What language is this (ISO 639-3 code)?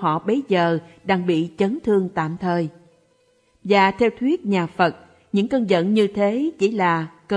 vie